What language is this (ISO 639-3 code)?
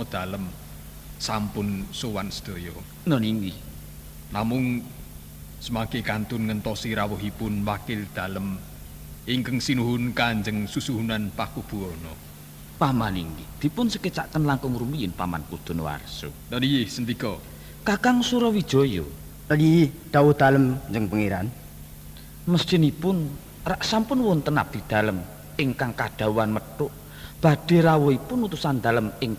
jav